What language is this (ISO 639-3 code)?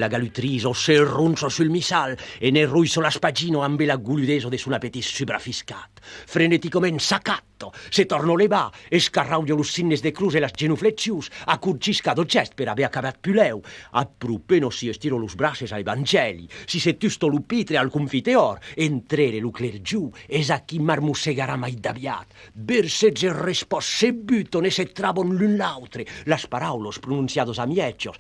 oci